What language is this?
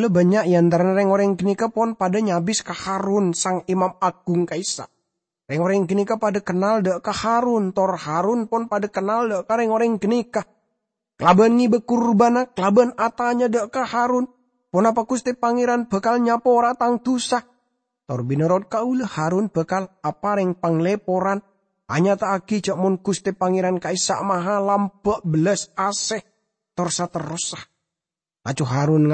Madurese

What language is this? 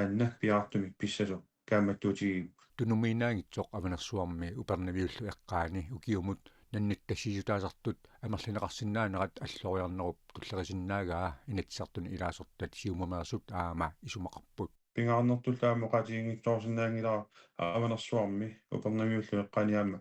Kalaallisut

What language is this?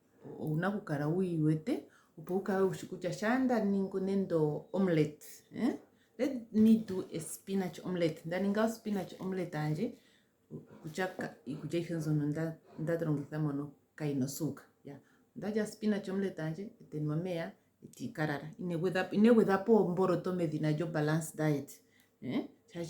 Ndonga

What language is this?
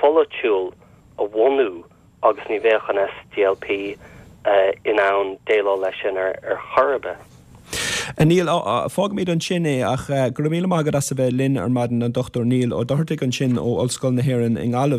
Irish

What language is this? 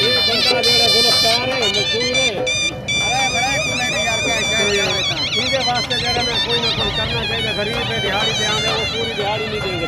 Saraiki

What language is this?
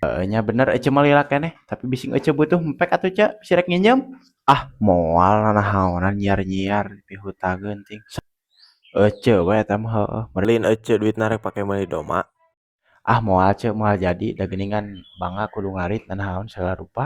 Sundanese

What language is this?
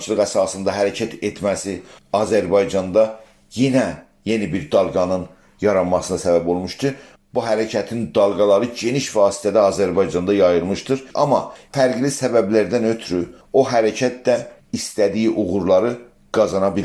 South Azerbaijani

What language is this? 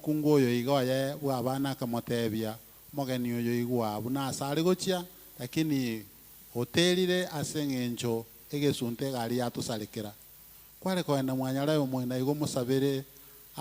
Gusii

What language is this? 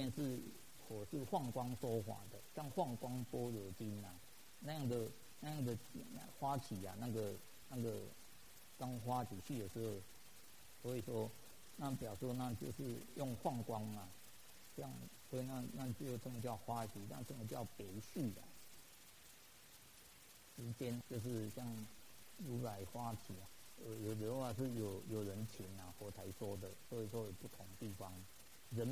Chinese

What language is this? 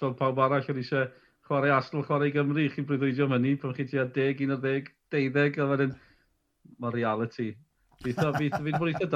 Welsh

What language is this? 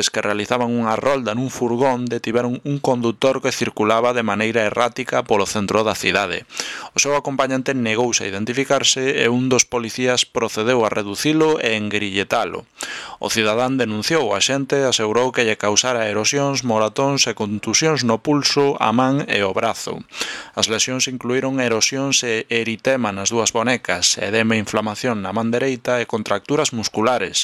Galician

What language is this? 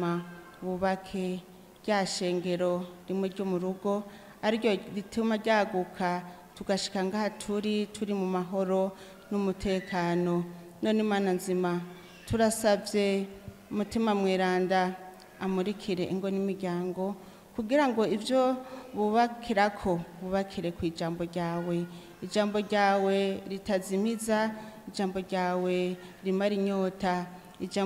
Rundi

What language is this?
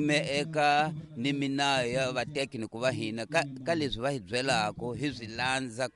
Tsonga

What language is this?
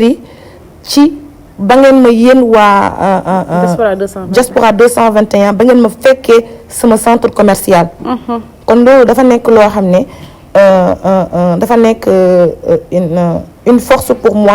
Wolof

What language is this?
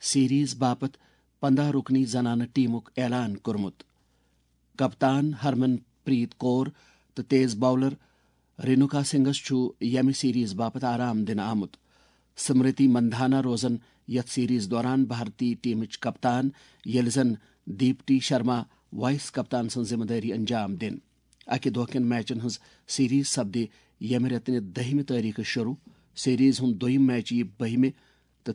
Kashmiri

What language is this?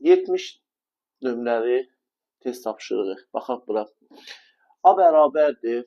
Azerbaijani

